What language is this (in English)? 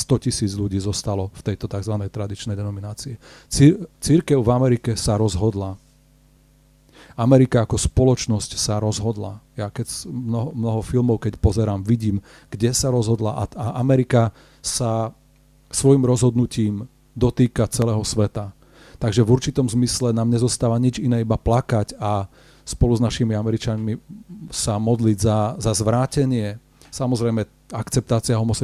Slovak